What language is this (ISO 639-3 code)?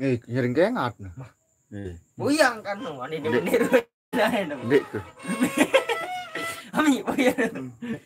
sas